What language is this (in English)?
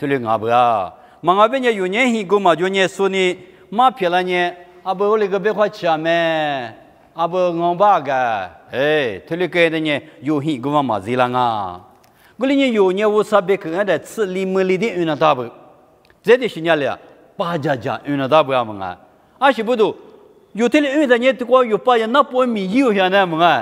Lisu